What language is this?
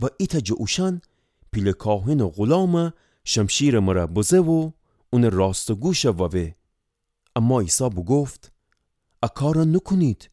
Gilaki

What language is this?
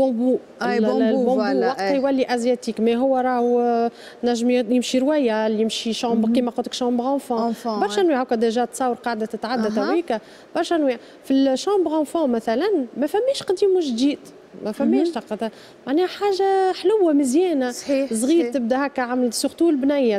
Tunisian Arabic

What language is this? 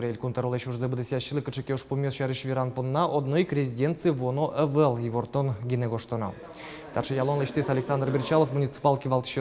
Udmurt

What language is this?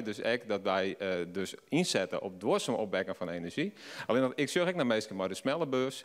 Western Frisian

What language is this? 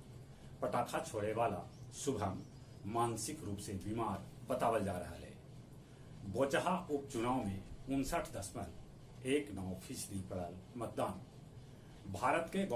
Magahi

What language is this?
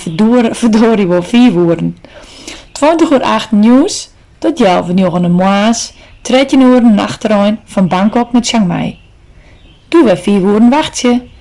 Western Frisian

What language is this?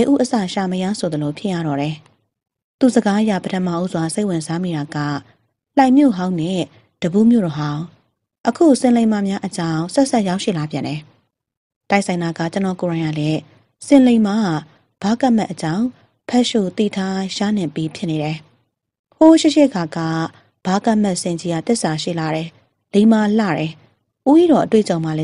Burmese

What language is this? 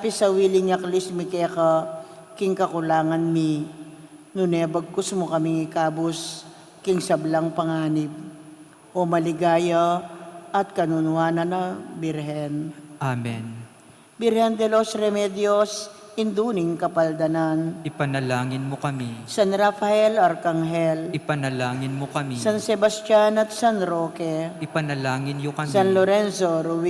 Pampanga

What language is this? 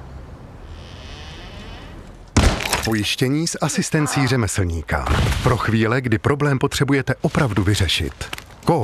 Czech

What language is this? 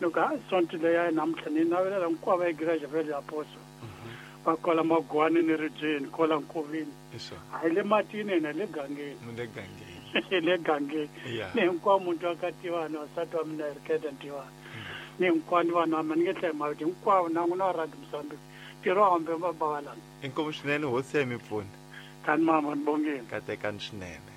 Tsonga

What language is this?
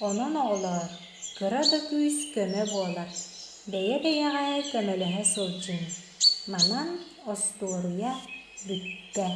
Yakut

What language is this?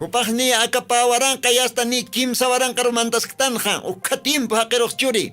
Aymara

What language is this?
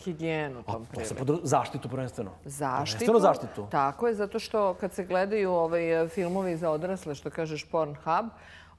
Serbian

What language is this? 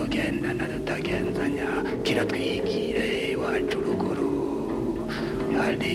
Kinyarwanda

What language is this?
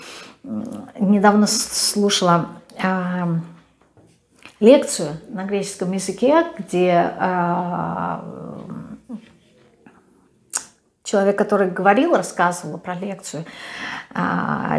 Russian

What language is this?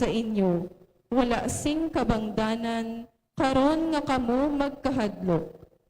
Hiligaynon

